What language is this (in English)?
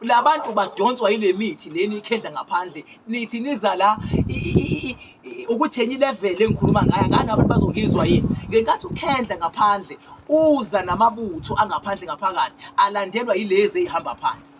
Zulu